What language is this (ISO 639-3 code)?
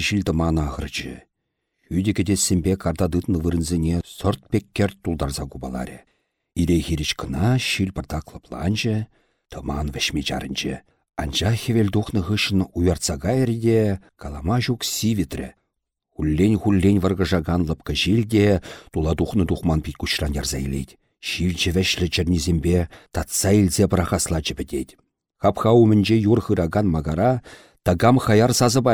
chv